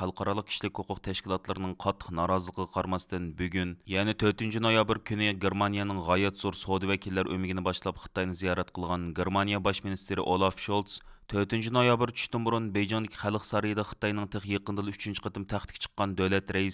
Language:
Uyghur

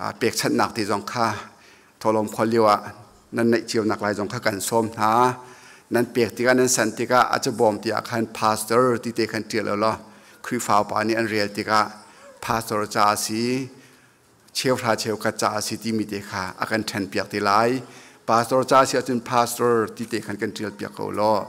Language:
Hakha Chin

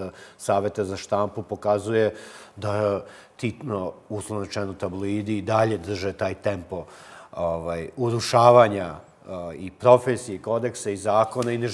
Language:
Serbian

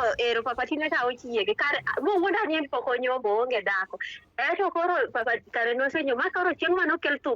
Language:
Luo (Kenya and Tanzania)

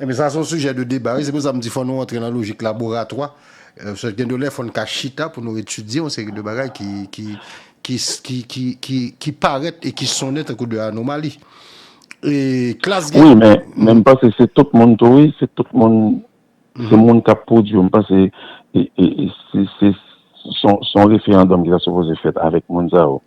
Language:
Haitian Creole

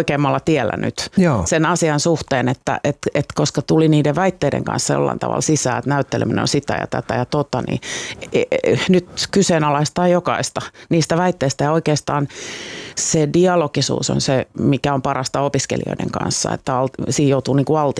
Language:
Finnish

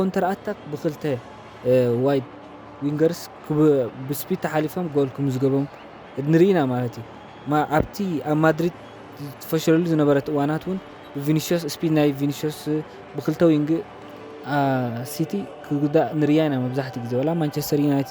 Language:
Tigrinya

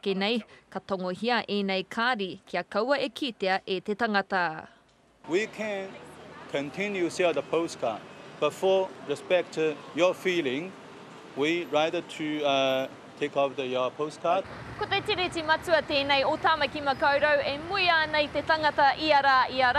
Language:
Māori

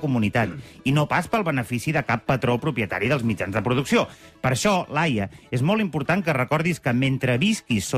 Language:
Catalan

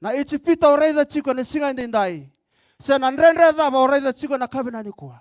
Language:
Fijian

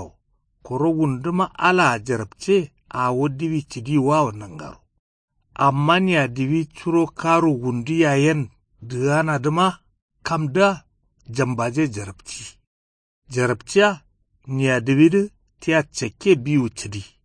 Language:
Kanuri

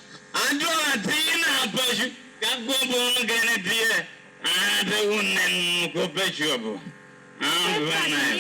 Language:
Lango (Uganda)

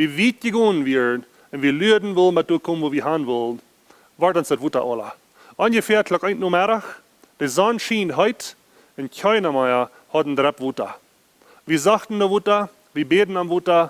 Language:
Plautdietsch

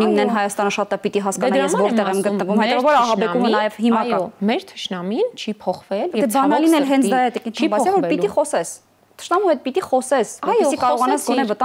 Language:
Armenian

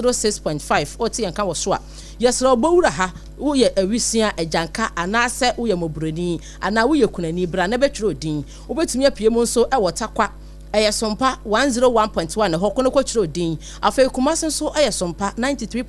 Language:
Akan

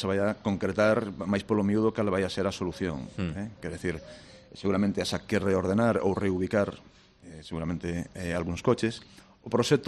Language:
Galician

